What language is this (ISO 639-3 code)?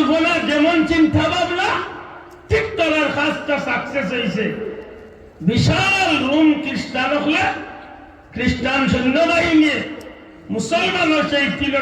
syl